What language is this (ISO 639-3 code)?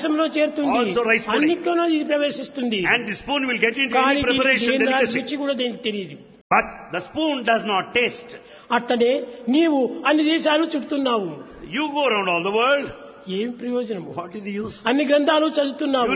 tel